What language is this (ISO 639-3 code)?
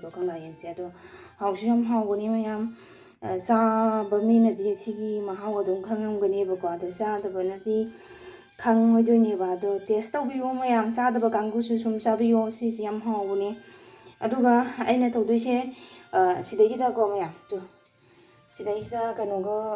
mni